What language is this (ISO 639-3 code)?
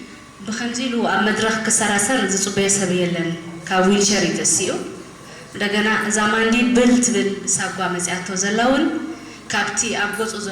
tir